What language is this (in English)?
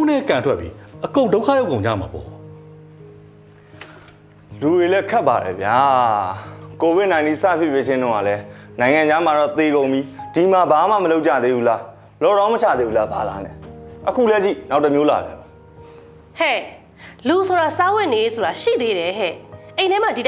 Burmese